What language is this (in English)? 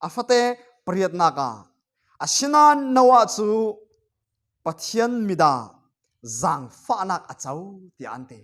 Falam Chin